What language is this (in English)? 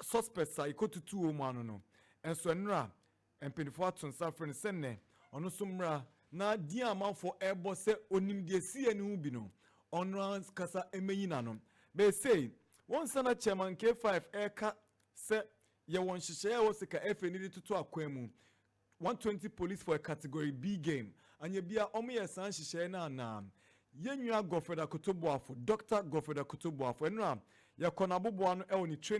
Akan